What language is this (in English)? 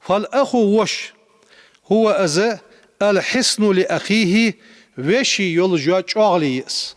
Ingush